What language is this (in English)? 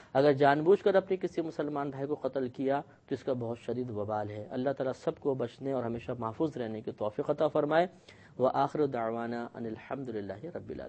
Urdu